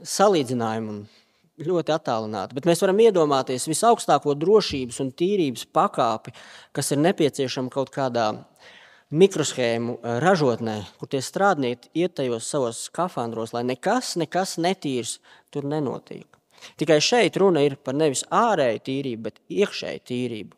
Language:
Latvian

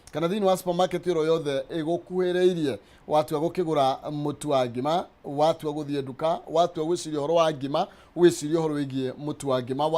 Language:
Kikuyu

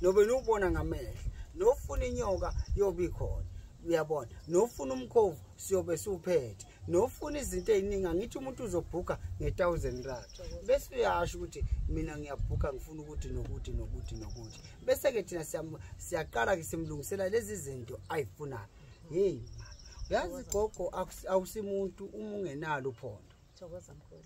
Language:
Zulu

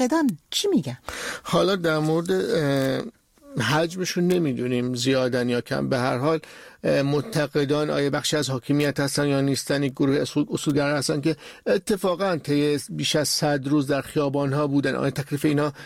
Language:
Persian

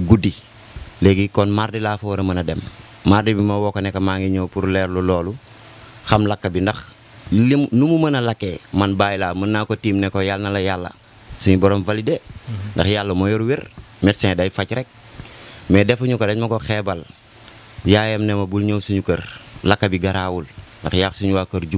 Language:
Wolof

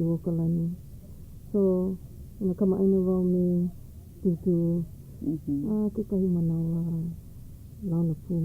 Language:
Hawaiian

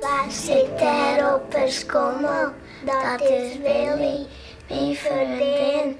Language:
Western Frisian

